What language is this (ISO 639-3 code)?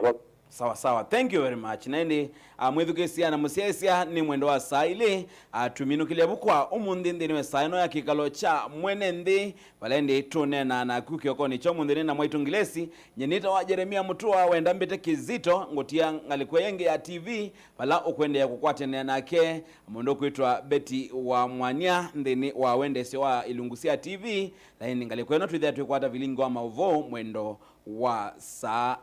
kam